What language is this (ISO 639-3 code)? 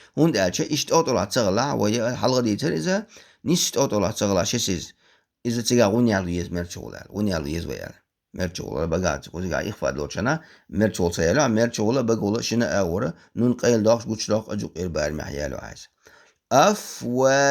che